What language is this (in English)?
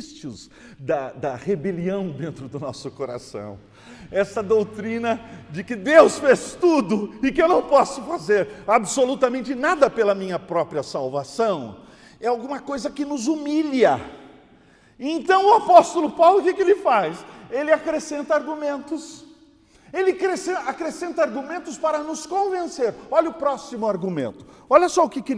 Portuguese